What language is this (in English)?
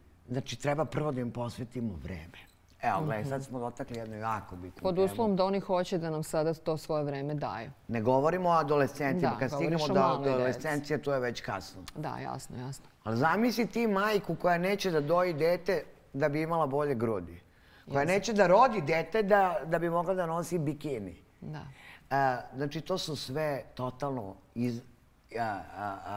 Serbian